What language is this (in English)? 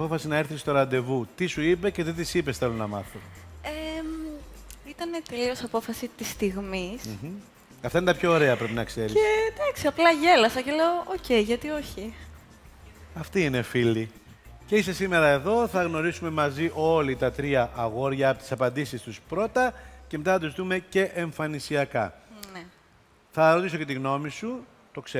Greek